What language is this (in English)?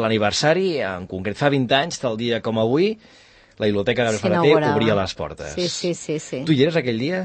Catalan